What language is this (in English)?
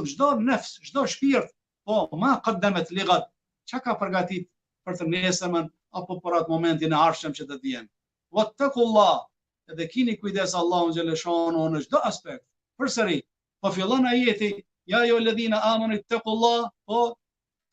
Albanian